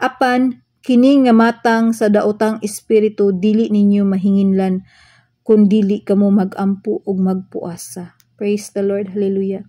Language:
Cebuano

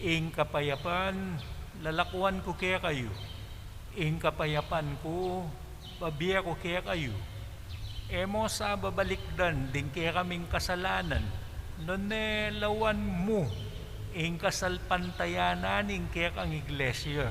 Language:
Pampanga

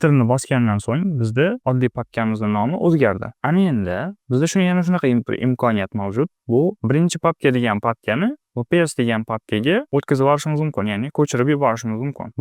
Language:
Uzbek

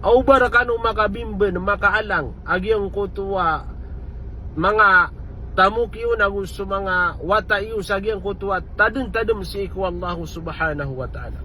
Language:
Maranao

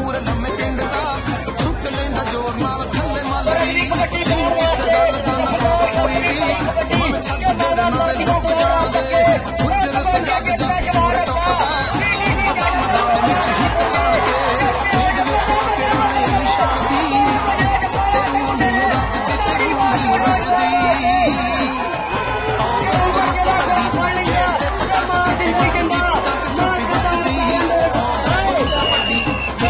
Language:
Punjabi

